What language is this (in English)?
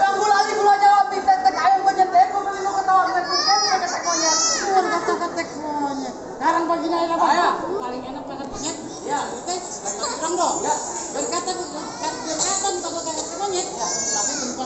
Betawi